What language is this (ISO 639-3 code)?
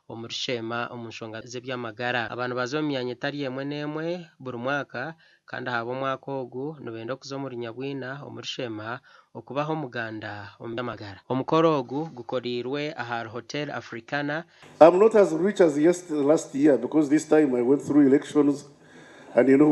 nyn